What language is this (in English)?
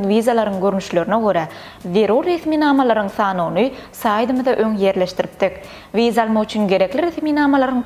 Turkmen